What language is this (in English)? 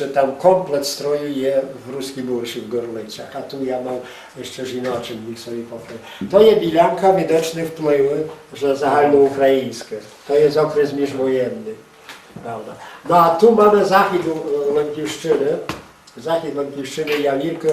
Rusyn